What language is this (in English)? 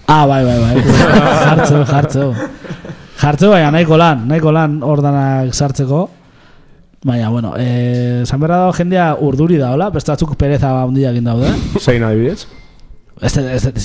Basque